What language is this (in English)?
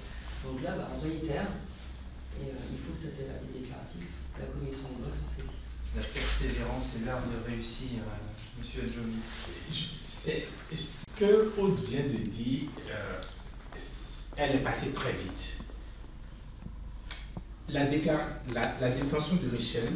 French